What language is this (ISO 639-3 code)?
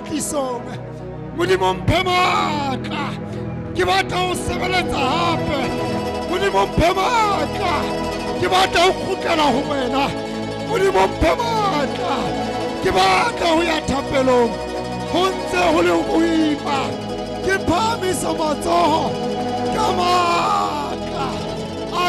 sot